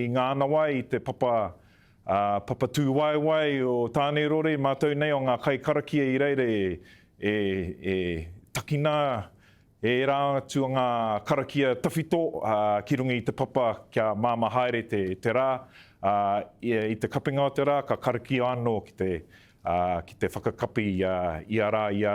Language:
Māori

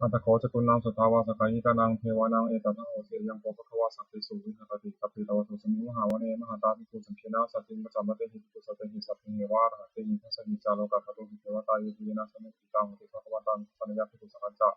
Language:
Pali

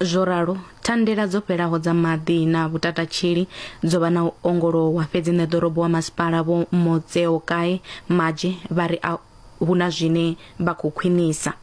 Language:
Venda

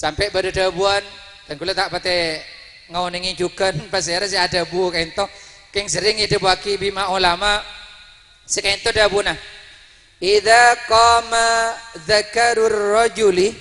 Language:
Madurese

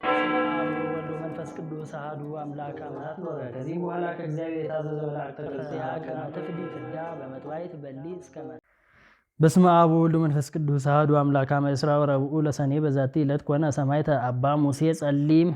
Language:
Amharic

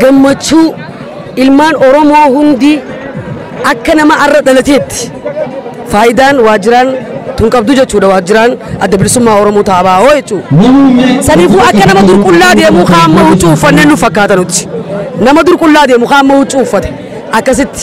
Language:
Oromo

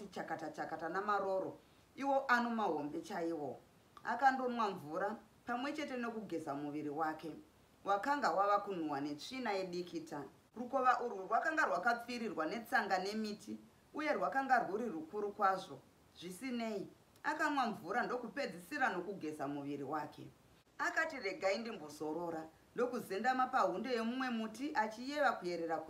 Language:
Shona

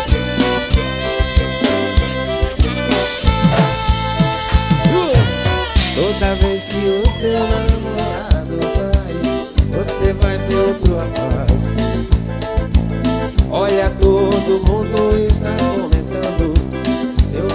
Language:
Portuguese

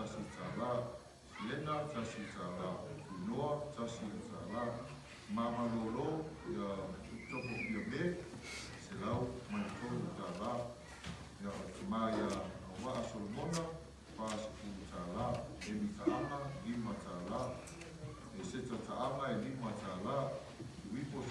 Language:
Samoan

